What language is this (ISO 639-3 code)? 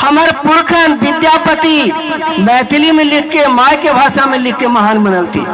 mag